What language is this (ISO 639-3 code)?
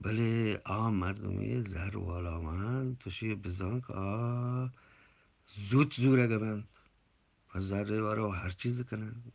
bgp